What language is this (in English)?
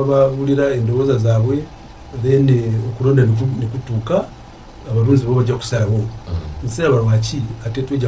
Ganda